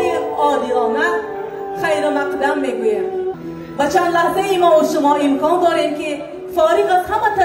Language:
Tajik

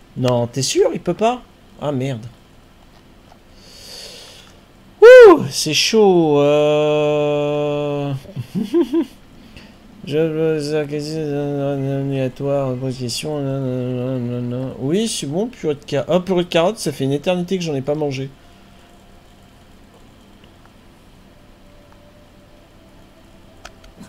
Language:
French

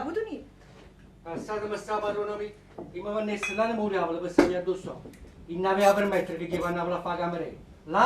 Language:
Neapolitan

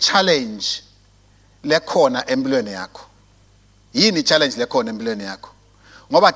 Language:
Swati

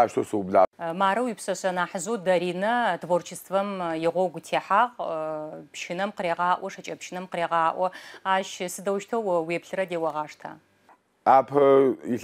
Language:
Adyghe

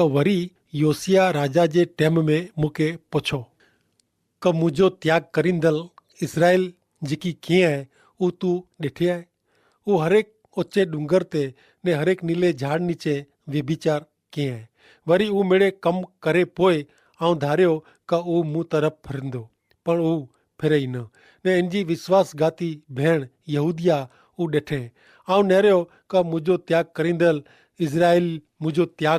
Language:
Kachhi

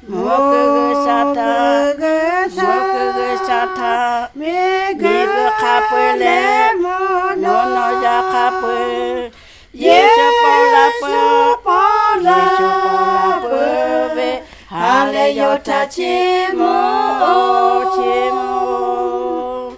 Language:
Lahu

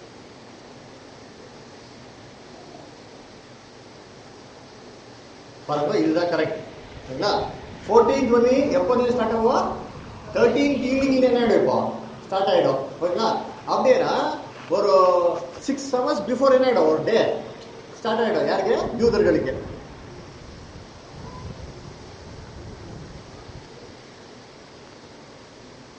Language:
Tamil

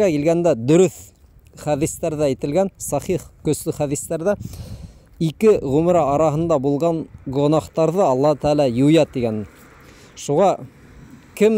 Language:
Bashkir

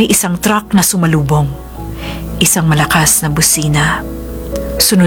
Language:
Filipino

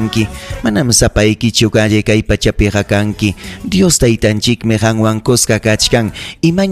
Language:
Ayacucho Quechua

